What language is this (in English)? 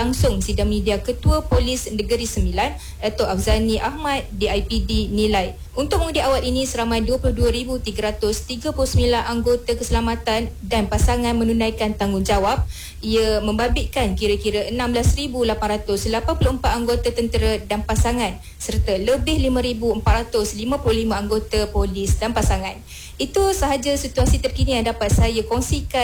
Malay